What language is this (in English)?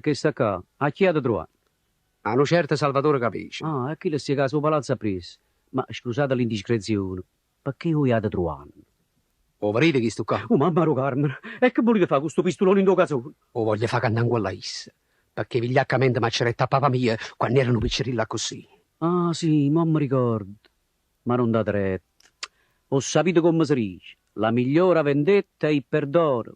Neapolitan